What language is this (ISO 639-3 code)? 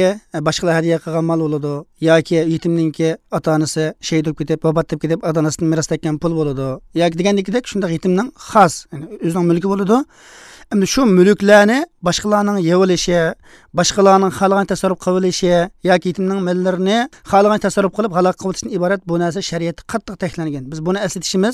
uig